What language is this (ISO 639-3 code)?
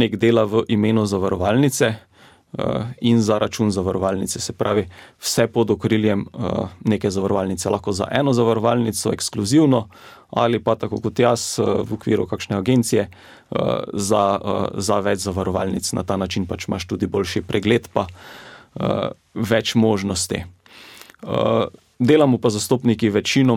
slv